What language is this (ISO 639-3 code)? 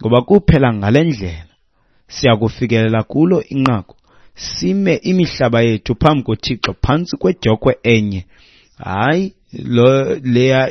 xho